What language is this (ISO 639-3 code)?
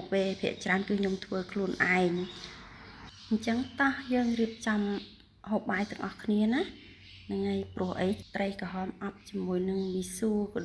khm